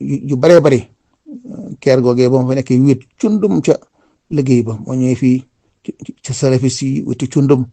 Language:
Wolof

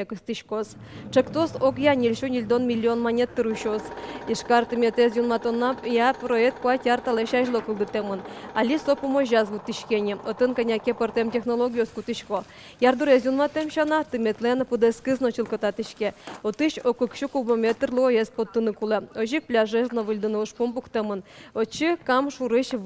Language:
Udmurt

